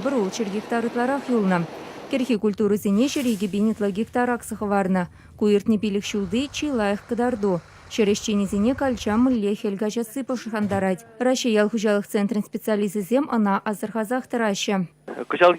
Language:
Chuvash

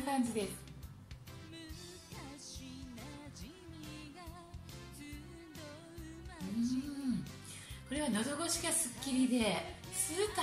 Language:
Japanese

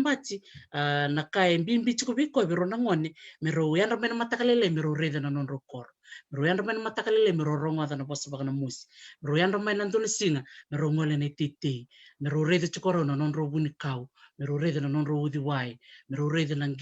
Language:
Fijian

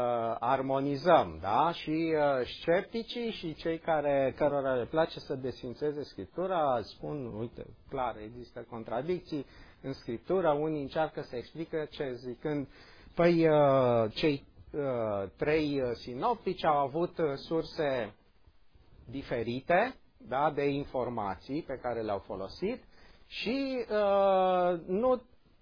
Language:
Romanian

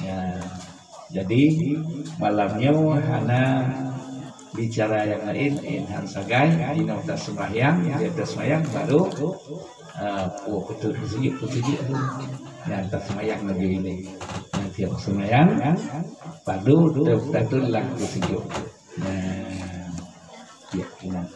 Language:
Achinese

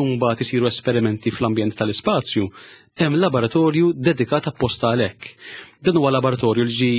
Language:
Maltese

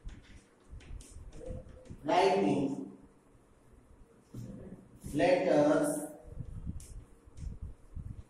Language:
Gujarati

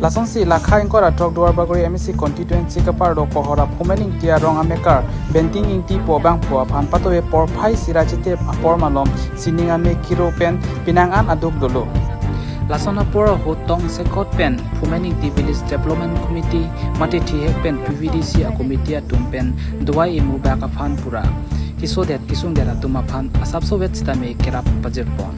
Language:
Karbi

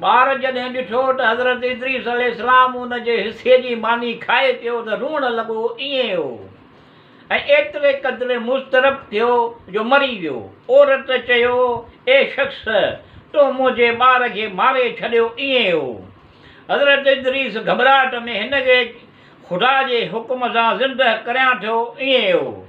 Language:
Sindhi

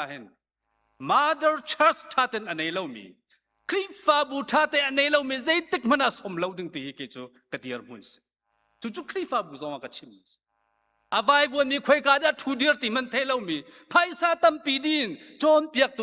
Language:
Hakha Chin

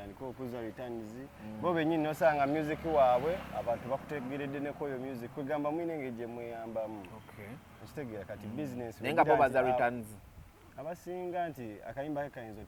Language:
Ganda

